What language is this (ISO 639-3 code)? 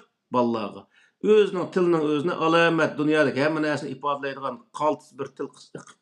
uig